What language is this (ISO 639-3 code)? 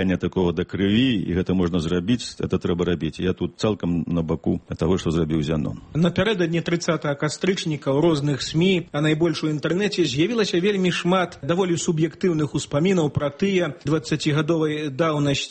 bel